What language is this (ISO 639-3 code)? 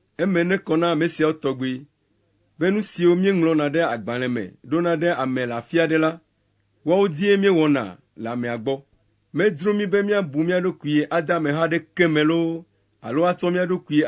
ewe